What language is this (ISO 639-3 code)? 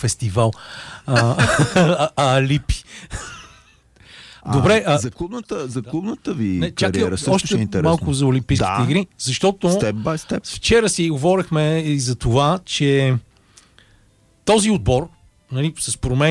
bul